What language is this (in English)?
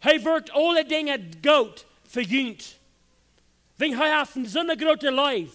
Plautdietsch